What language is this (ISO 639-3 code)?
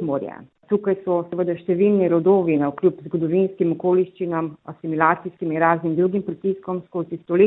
slv